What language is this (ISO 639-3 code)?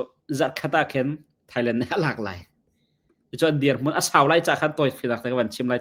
cnh